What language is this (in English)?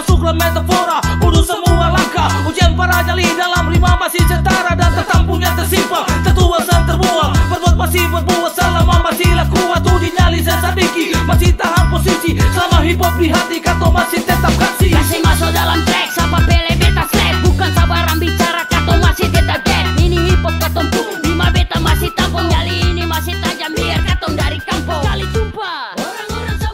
Ambonese Malay